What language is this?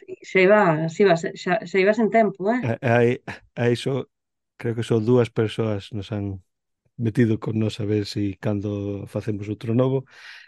Galician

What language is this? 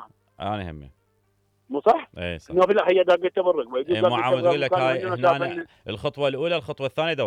Mesopotamian Arabic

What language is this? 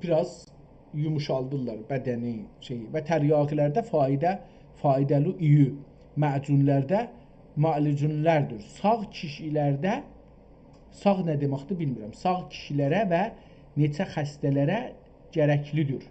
South Azerbaijani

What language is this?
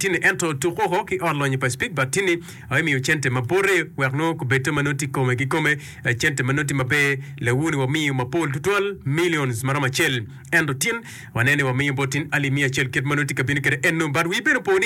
Acoli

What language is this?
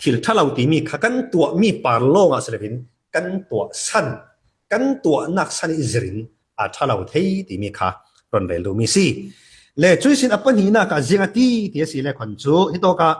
Falam Chin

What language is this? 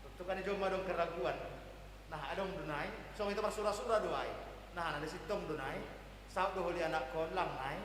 Batak Simalungun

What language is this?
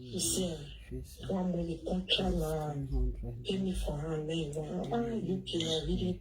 Nigerian Pidgin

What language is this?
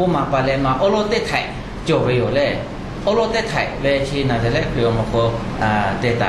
Lahu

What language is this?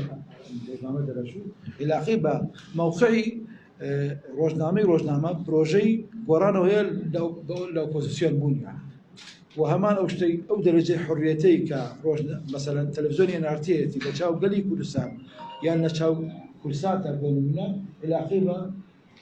Central Kurdish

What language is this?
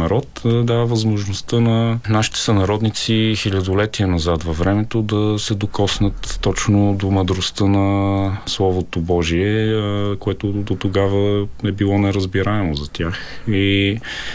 Bulgarian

